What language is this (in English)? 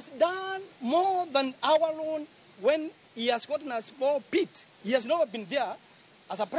Luo (Kenya and Tanzania)